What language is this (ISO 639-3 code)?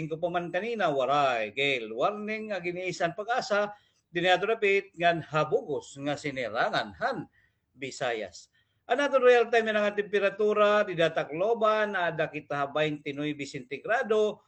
war